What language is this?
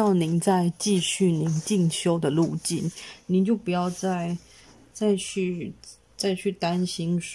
Chinese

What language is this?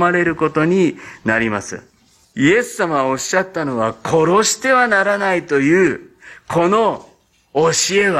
Japanese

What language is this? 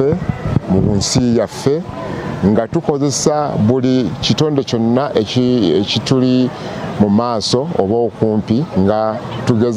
Ganda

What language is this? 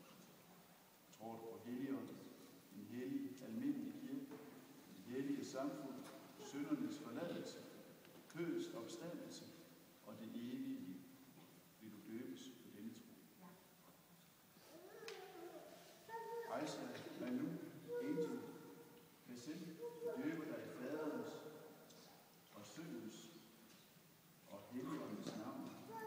Danish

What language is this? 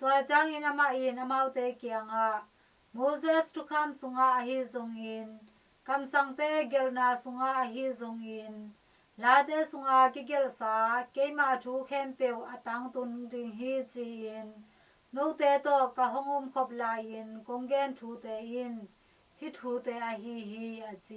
Tedim Chin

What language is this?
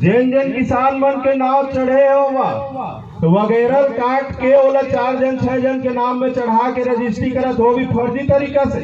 Chhattisgarhi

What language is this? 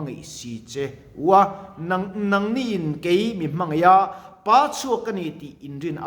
Mizo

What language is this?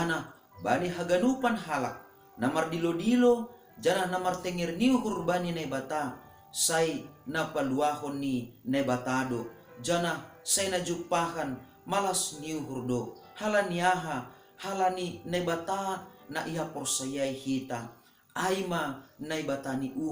Batak Simalungun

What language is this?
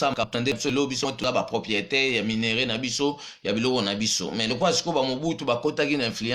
Lingala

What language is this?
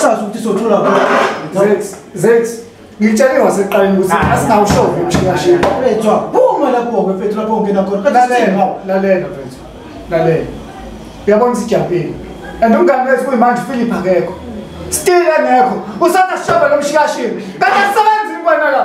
Zulu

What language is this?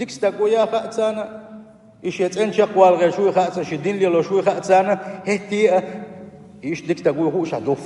Chechen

